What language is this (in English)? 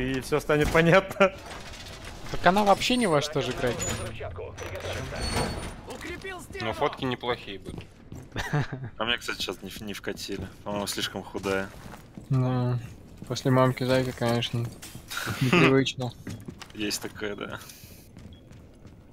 Russian